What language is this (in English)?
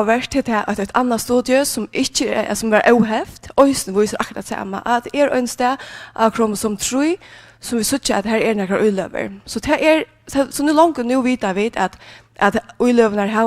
Faroese